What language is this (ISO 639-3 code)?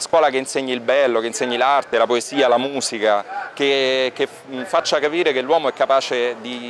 ita